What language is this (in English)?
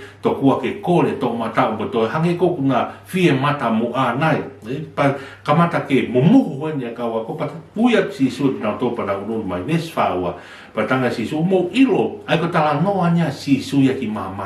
Tongan